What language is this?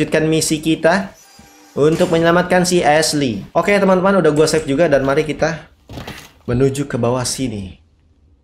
Indonesian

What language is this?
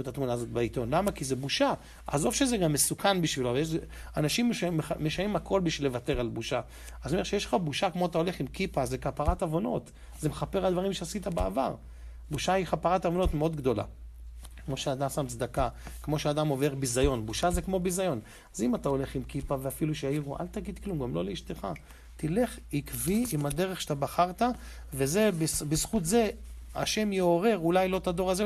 Hebrew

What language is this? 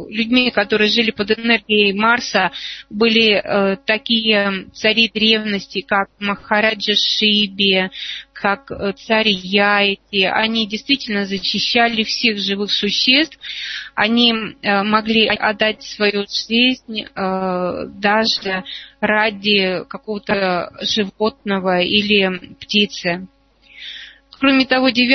Russian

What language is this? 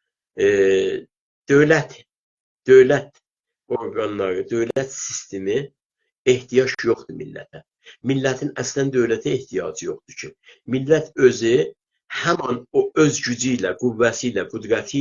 South Azerbaijani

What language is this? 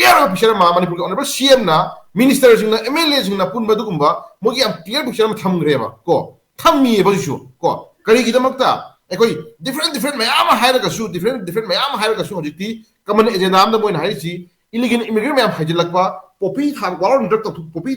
Manipuri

